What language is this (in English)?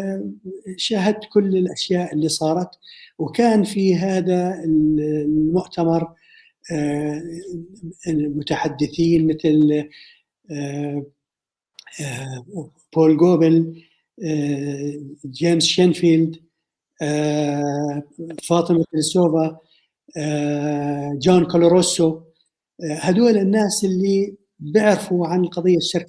North Levantine Arabic